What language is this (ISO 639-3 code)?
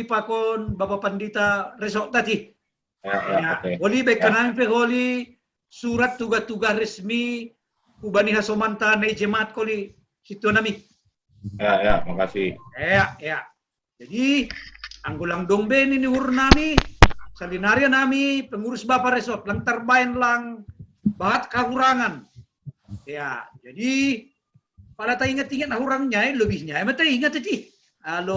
bts